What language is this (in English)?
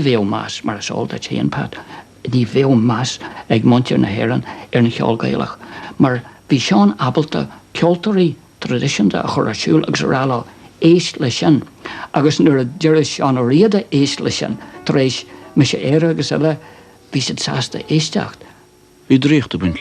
Irish